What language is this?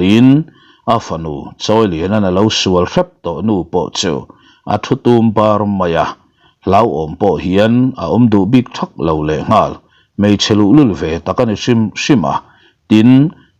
Mizo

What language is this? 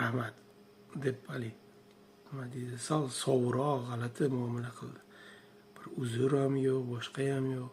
Uzbek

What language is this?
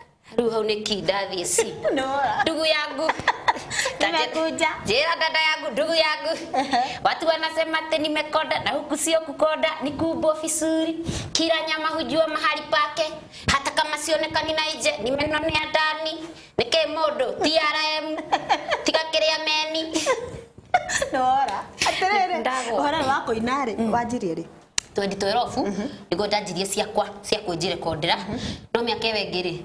Kikuyu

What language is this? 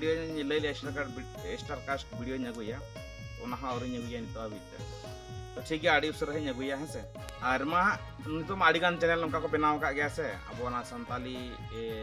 Santali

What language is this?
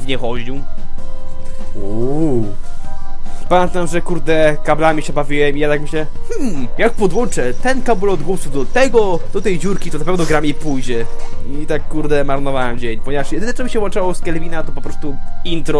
Polish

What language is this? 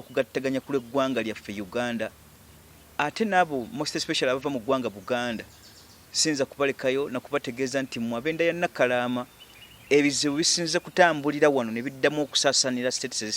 Ganda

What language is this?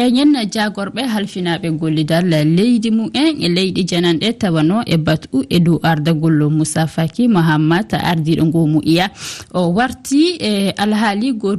Fula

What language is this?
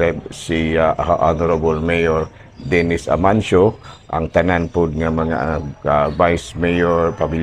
Cebuano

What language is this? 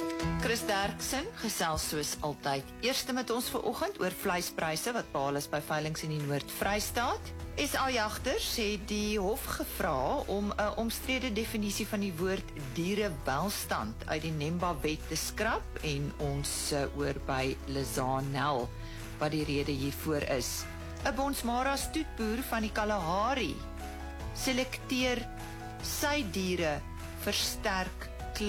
Afrikaans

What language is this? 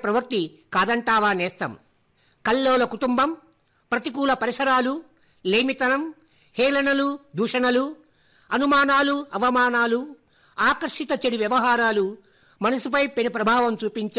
Telugu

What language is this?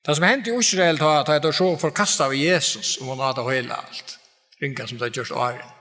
Faroese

